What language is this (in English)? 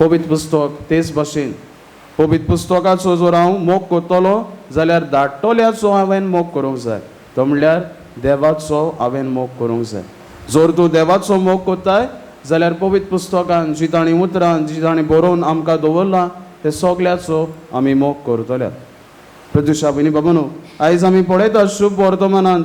Konkani